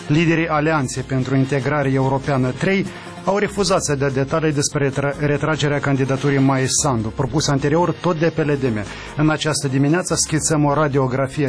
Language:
Romanian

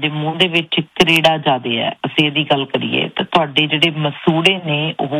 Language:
Punjabi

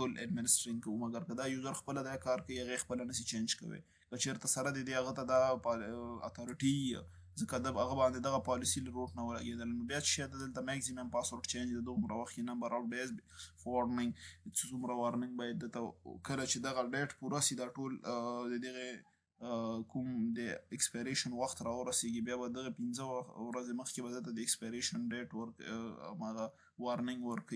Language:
Pashto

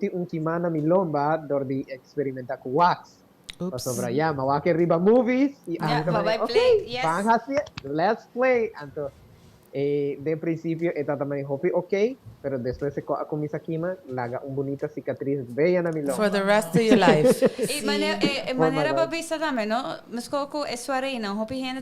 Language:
Papiamento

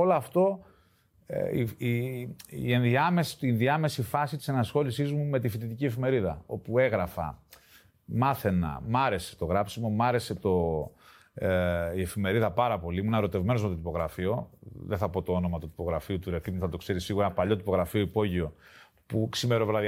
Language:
Greek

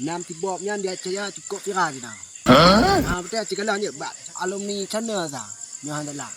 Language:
Achinese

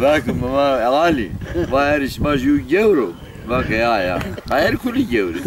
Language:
Zaza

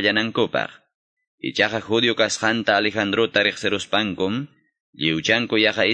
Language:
Quechua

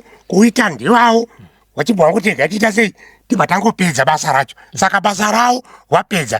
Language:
Shona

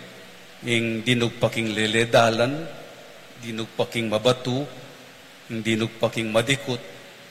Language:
Pampanga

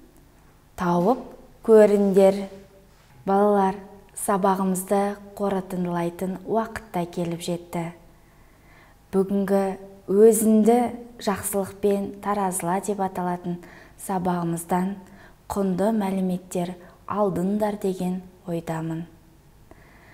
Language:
Kazakh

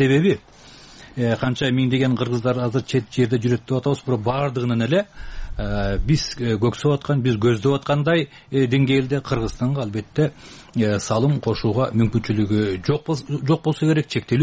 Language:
Kyrgyz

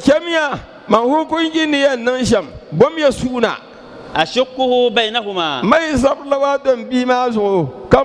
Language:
Dagbani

